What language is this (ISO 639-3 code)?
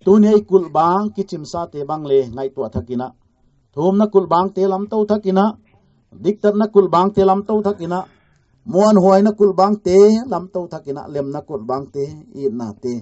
pck